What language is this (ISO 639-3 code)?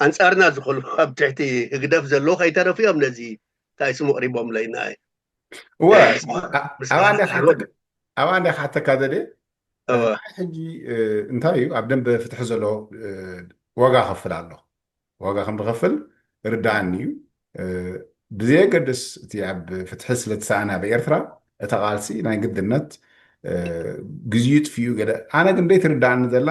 tir